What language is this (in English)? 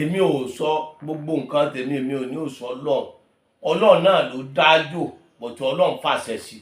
Yoruba